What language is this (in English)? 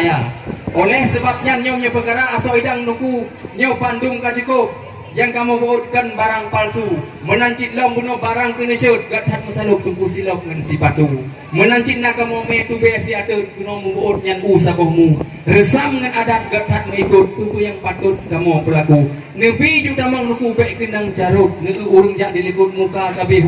Achinese